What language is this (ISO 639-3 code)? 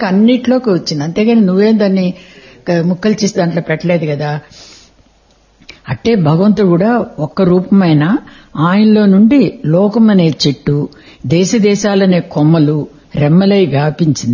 tel